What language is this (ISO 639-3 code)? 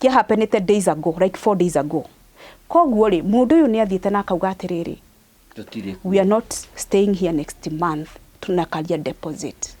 kik